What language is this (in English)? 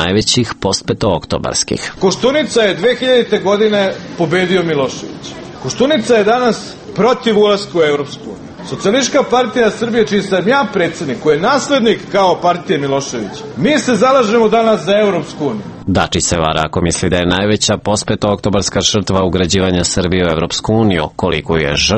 Serbian